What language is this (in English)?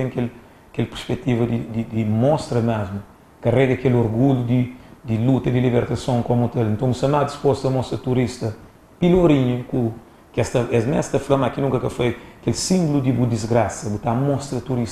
Kabuverdianu